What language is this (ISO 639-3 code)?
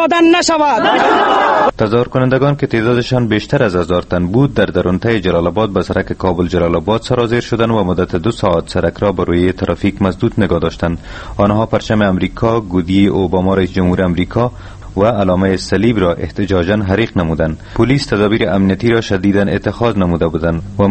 fas